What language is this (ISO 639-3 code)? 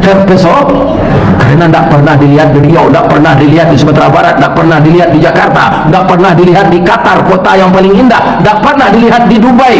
min